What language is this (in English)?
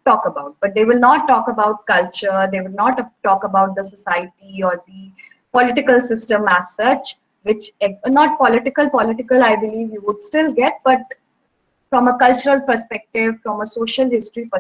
English